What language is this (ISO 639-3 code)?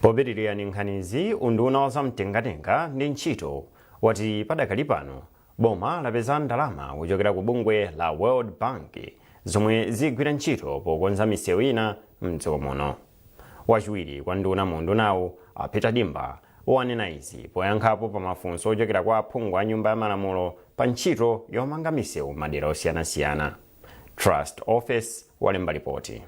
nya